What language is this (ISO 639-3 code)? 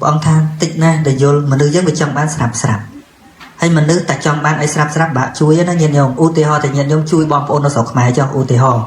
khm